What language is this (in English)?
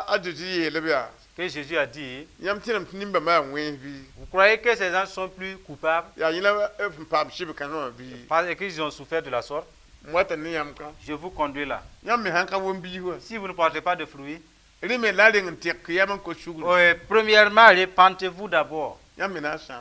Mossi